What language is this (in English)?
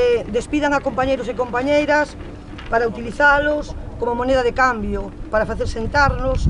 Galician